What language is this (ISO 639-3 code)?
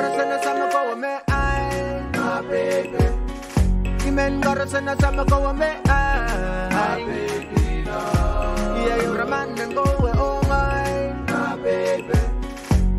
pon